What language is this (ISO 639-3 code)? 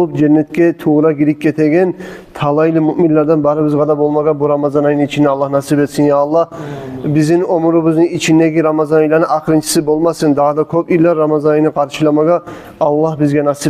kum